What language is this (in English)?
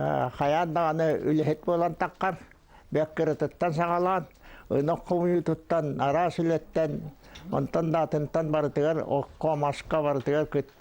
Yakut